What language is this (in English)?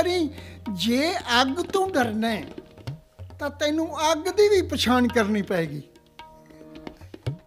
Punjabi